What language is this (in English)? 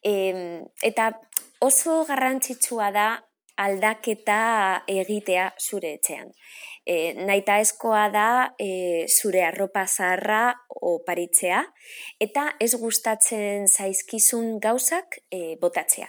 Basque